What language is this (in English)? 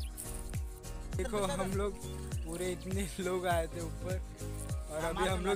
Hindi